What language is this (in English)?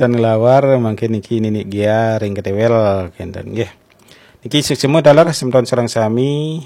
Balinese